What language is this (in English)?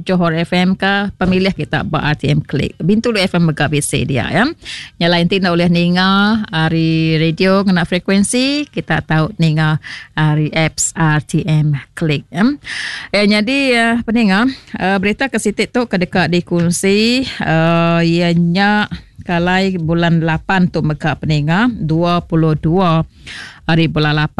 Iban